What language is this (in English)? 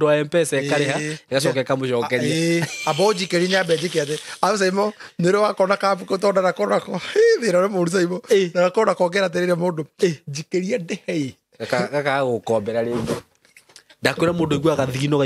Kikuyu